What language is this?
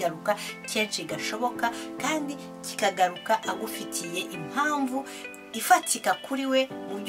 Kinyarwanda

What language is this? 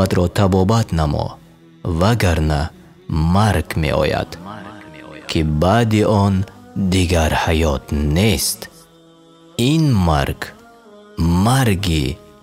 Tajik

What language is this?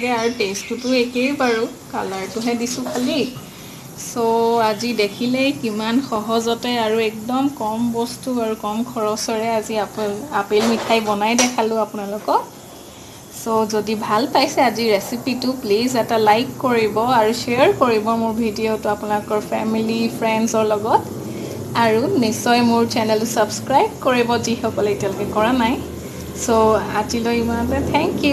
Assamese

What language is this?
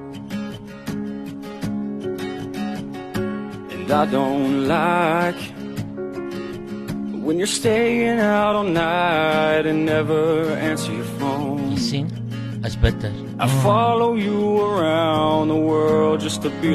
Afrikaans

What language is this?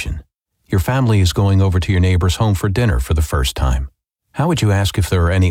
English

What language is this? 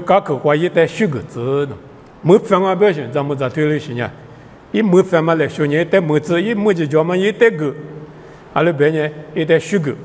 Lisu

